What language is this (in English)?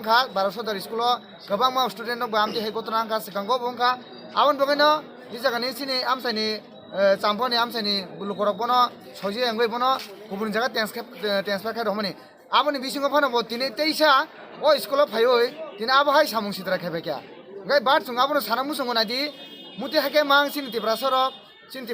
Riang (India)